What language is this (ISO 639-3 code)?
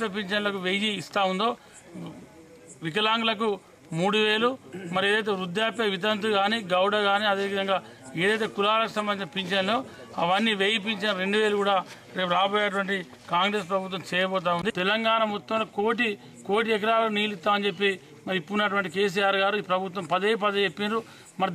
tel